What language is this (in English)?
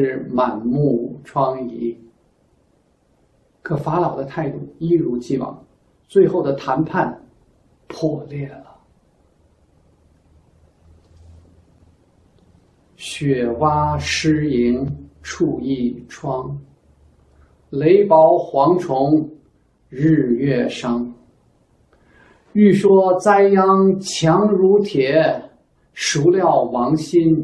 Chinese